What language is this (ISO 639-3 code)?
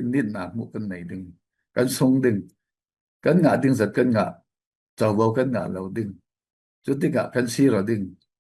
cfm